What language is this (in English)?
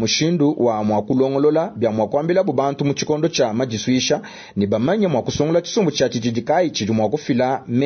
Luba-Lulua